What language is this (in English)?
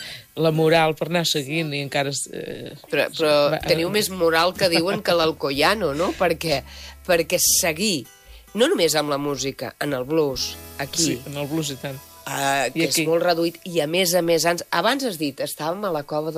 Catalan